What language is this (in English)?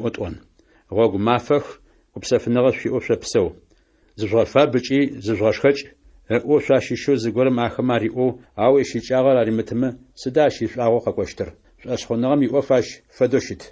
Adyghe